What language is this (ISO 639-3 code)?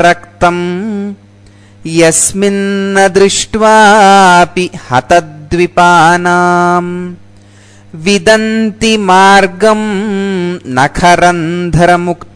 san